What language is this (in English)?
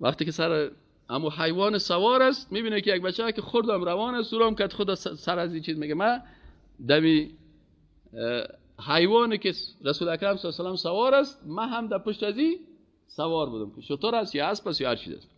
Persian